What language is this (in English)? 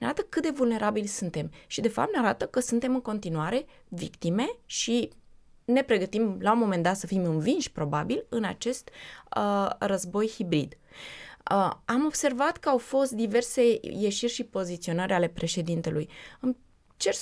Romanian